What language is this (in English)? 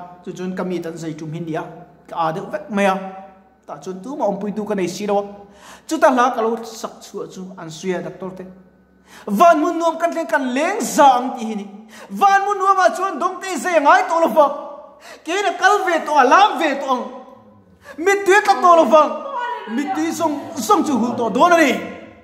Mizo